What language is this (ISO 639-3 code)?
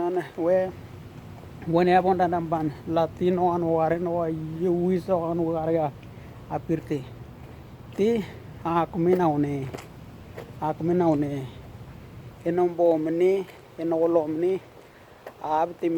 dnw